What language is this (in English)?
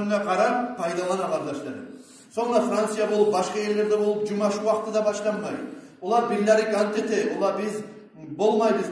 Kumyk